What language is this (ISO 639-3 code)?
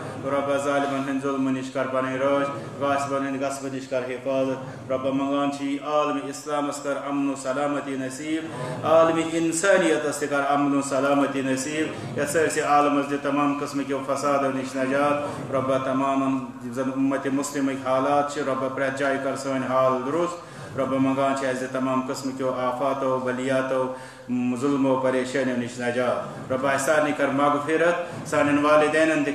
kas